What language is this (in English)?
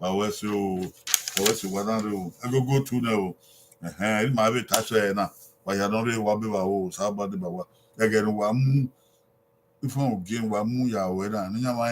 Bini